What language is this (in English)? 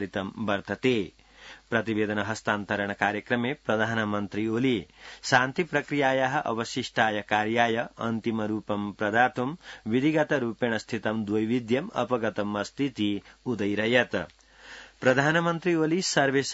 Sanskrit